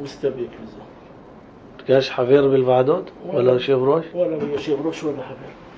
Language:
North Levantine Arabic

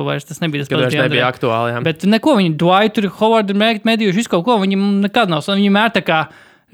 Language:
Latvian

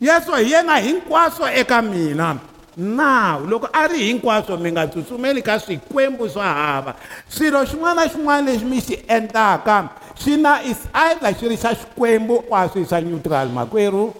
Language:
Tsonga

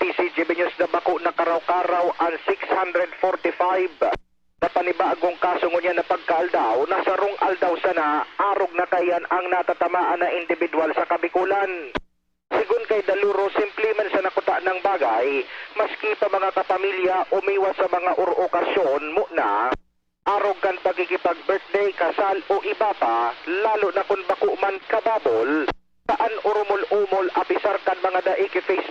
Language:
Bikol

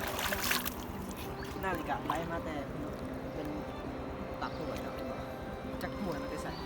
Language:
Lao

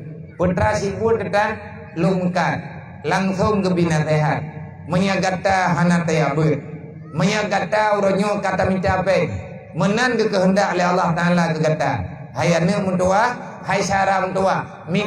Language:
Achinese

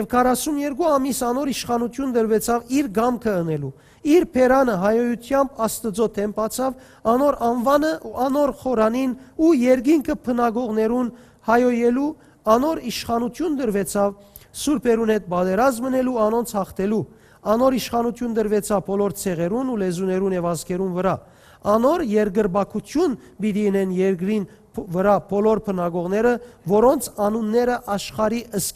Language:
Western Armenian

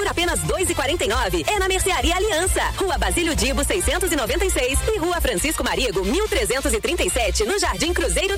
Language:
Portuguese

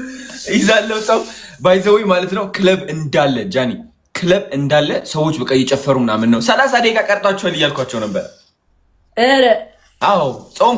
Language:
Amharic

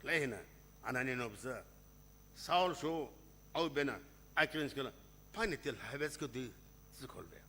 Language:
Sumi Naga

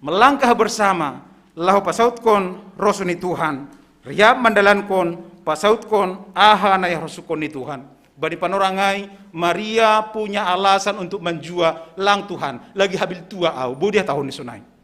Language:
Batak Simalungun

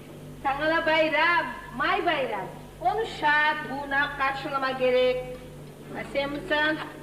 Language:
Kumyk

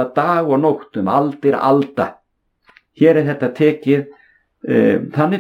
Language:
Icelandic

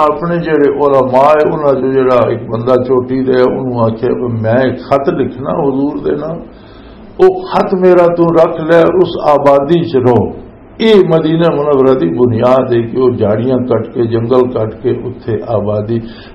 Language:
Western Panjabi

